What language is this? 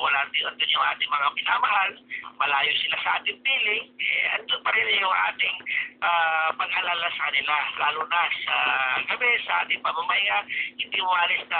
Filipino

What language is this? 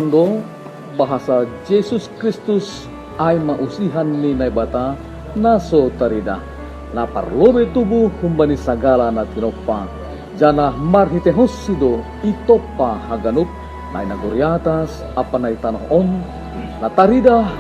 Batak Simalungun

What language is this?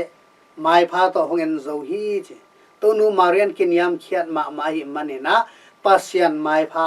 Tedim Chin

